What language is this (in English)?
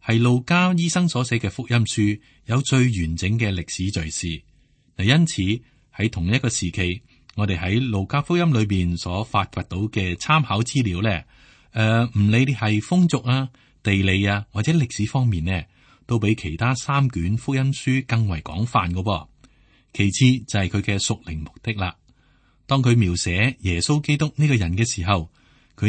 Cantonese